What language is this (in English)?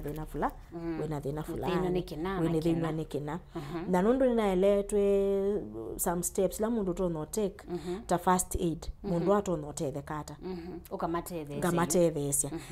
Kamba